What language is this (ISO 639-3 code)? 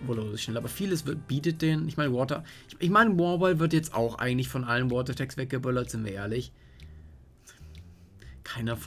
deu